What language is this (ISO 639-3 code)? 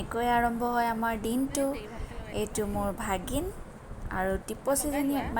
asm